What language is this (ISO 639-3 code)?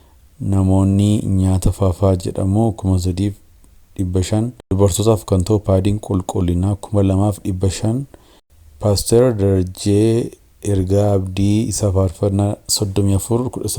orm